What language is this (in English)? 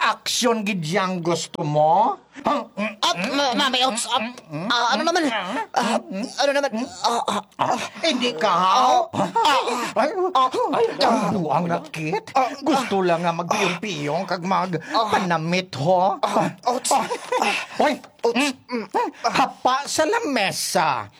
Hiligaynon